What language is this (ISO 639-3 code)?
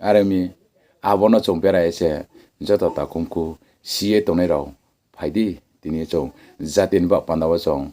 ria